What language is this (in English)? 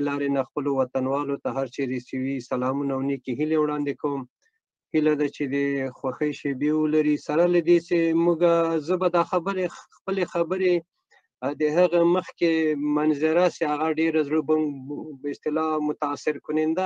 Pashto